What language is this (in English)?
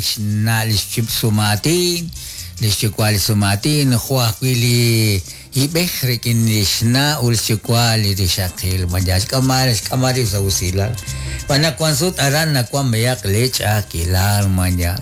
Kekchí